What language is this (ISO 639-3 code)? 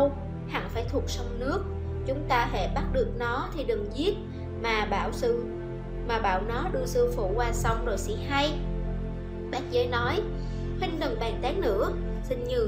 vie